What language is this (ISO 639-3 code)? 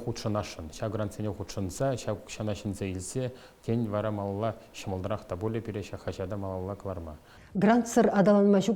chv